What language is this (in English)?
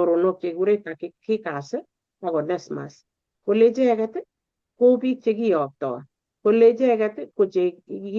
Kalenjin